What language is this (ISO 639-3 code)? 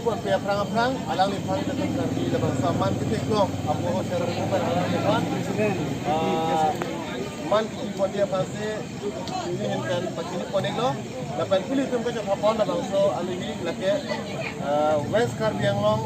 mjw